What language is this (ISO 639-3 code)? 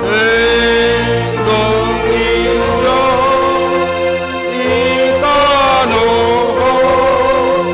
bts